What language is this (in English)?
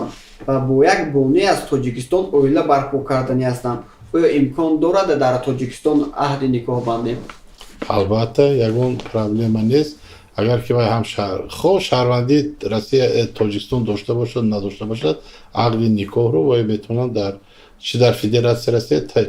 Tajik